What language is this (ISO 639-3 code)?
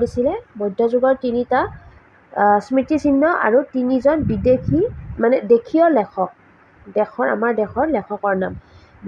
asm